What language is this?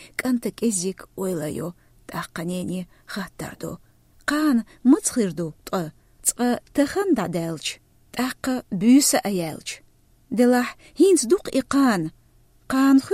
Chechen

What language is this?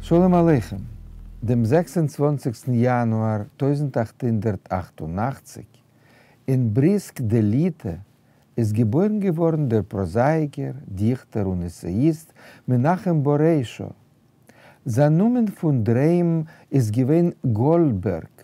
Yiddish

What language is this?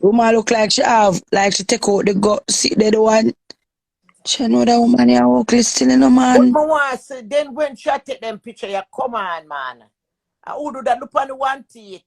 Jamaican Creole English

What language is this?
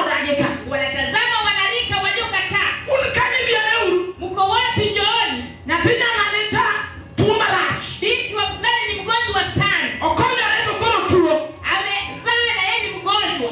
Luo (Kenya and Tanzania)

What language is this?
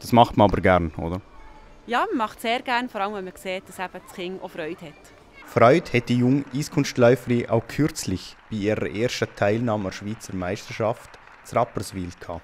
Swiss German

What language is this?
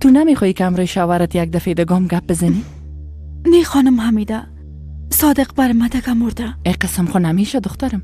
Persian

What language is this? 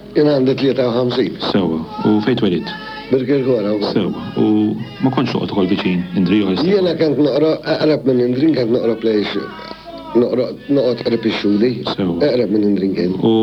Maltese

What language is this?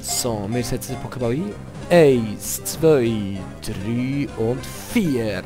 Swiss German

